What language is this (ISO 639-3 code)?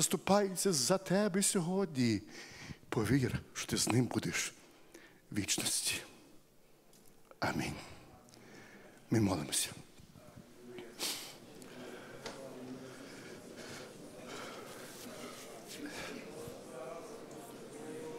ukr